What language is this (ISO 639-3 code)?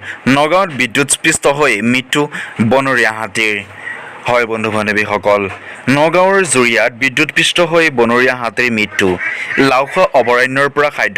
asm